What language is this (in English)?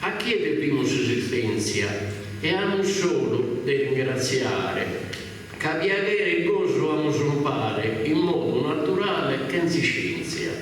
Sardinian